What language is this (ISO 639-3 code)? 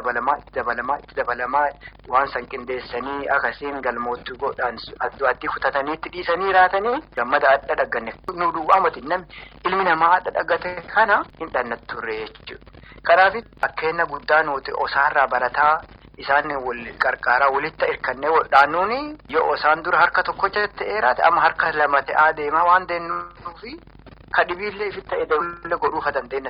orm